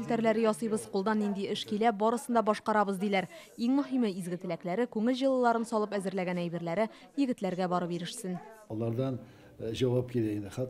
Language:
Tatar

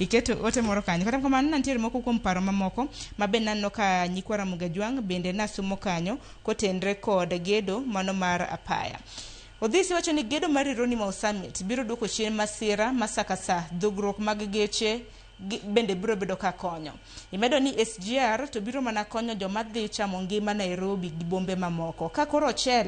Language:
Luo (Kenya and Tanzania)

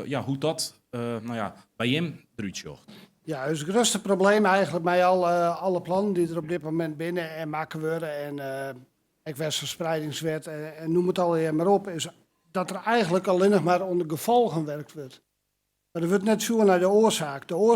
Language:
Western Frisian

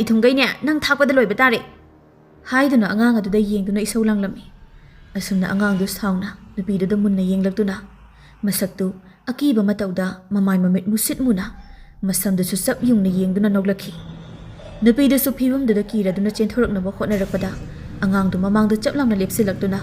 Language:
Manipuri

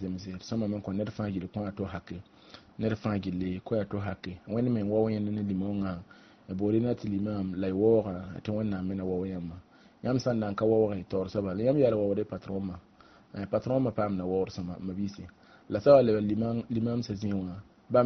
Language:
Mossi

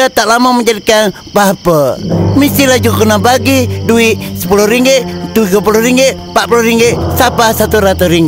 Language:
Malay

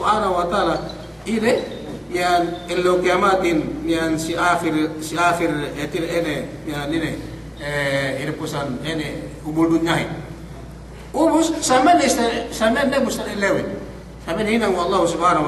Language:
Yakan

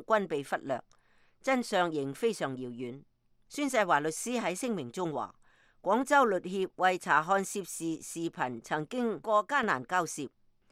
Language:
Cantonese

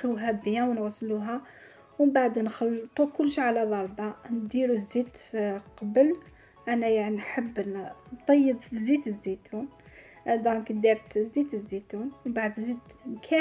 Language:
Algerian Arabic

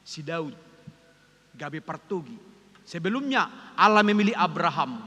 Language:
Batak Toba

